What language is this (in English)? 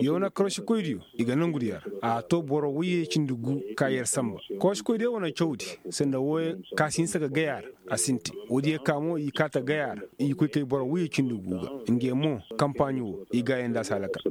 Koyraboro Senni